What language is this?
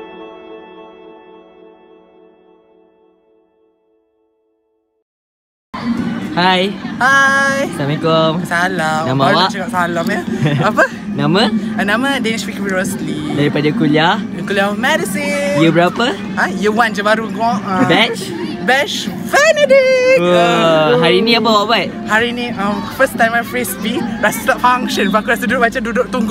Malay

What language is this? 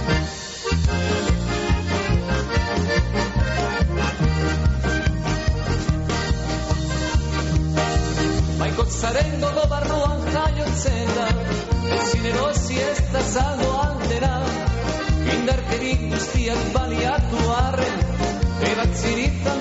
Basque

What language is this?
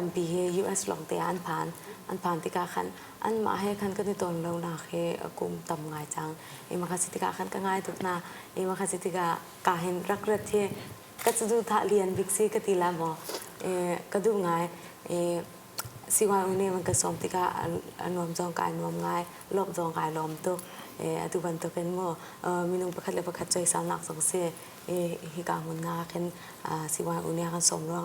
Hakha Chin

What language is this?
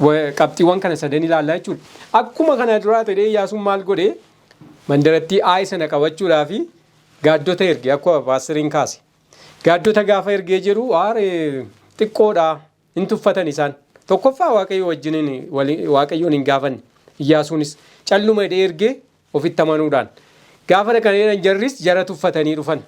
Oromo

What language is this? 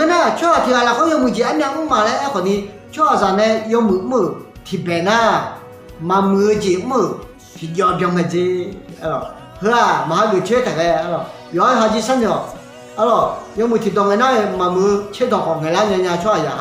Akha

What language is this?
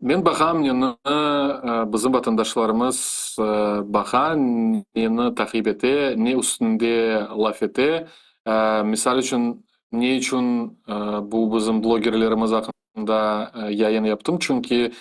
Crimean Tatar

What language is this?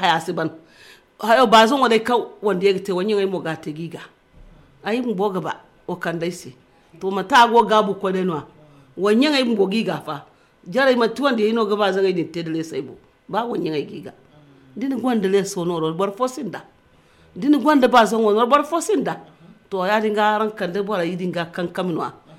Zarma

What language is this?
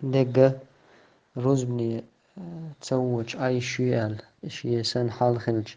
Chechen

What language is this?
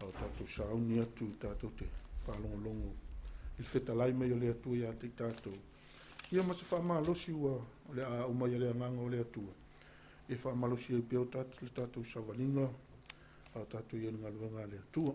Samoan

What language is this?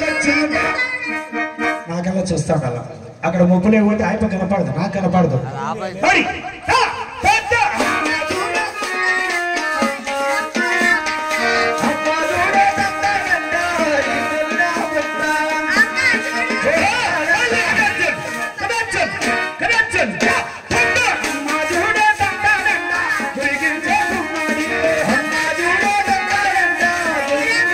Telugu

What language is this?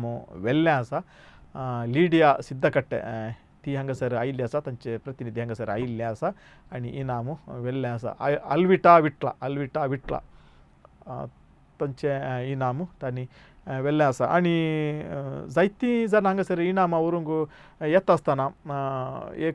Konkani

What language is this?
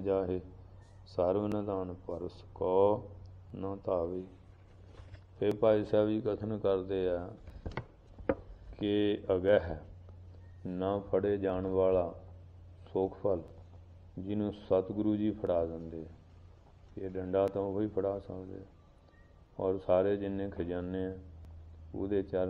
Punjabi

